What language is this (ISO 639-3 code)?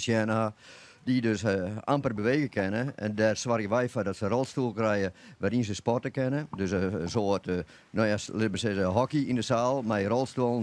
fry